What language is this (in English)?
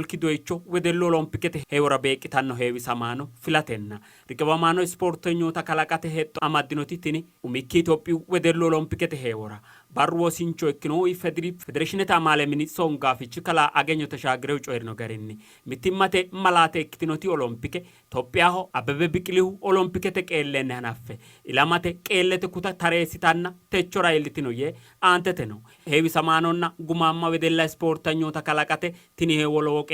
Sidamo